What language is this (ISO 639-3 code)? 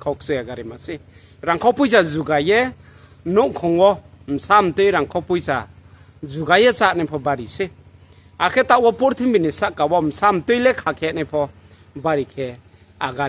ria